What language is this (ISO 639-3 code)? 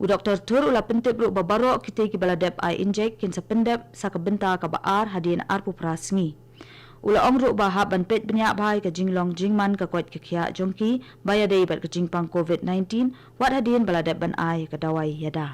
kha